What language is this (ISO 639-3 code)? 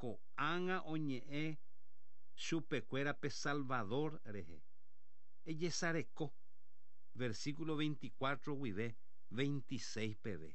grn